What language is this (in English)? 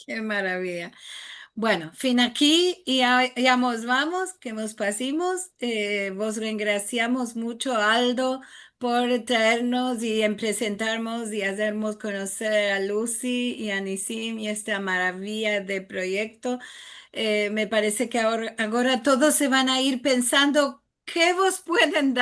Ladino